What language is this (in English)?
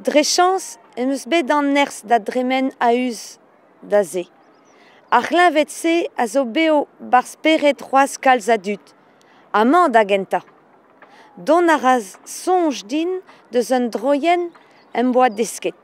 Breton